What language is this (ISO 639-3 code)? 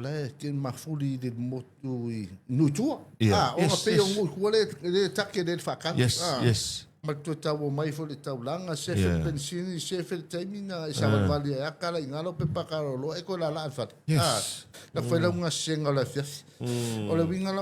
smo